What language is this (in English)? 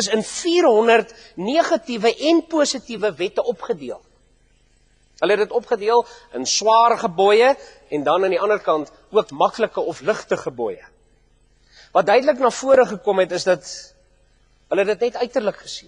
Afrikaans